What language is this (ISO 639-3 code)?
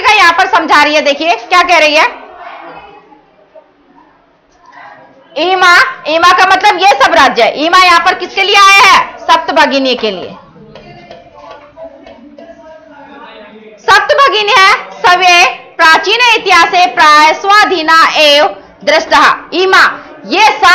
hin